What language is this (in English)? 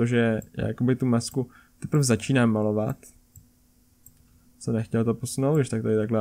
Czech